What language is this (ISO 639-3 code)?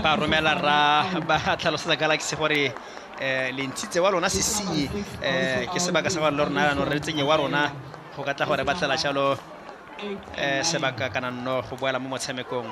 tsn